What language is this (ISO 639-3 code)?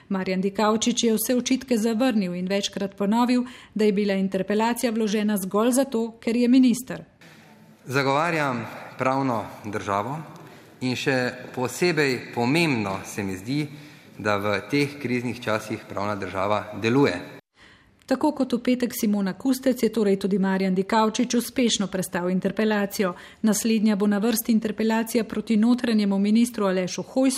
slv